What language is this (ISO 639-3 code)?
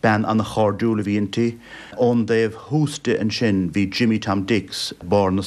gle